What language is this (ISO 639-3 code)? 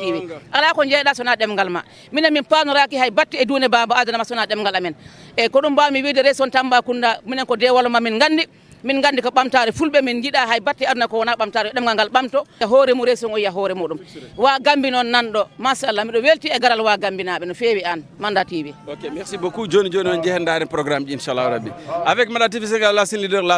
ful